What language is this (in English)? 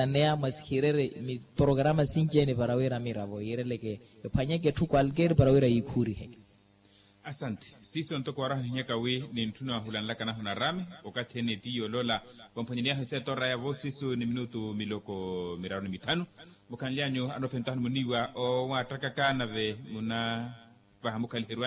Makhuwa